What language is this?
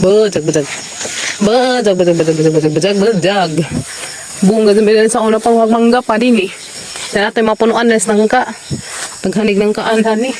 Cebuano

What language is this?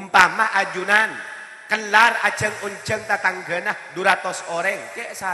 Madurese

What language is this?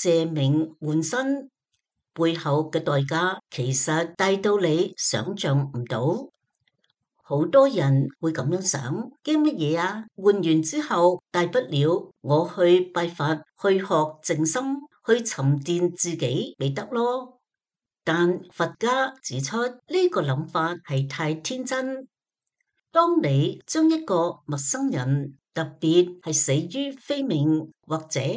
Cantonese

